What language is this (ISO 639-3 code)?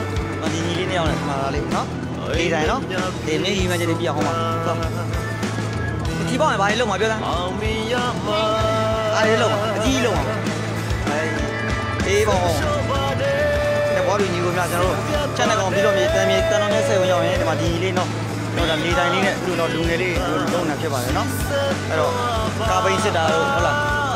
mya